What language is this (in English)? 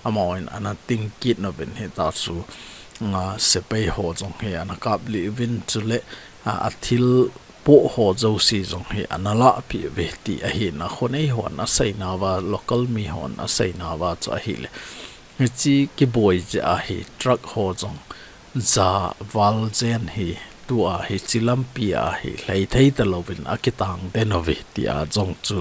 Thado Chin